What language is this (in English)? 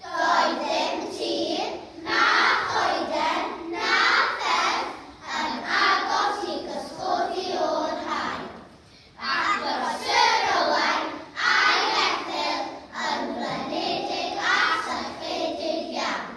Welsh